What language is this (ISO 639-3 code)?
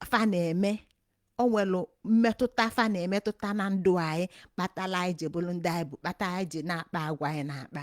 ibo